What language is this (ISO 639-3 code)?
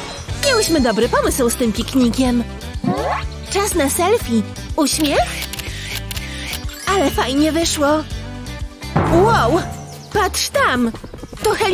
pol